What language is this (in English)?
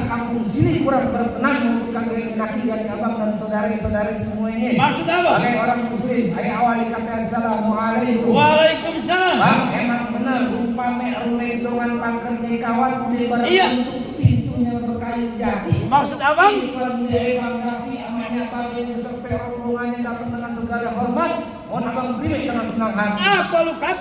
Betawi